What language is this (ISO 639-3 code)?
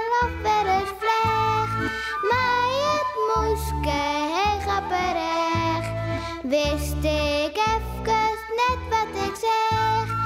fry